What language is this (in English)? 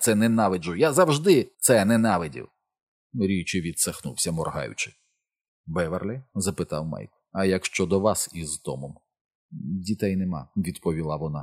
Ukrainian